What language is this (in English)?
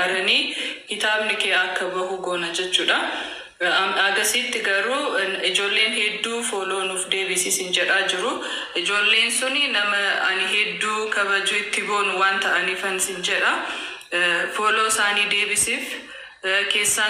Oromo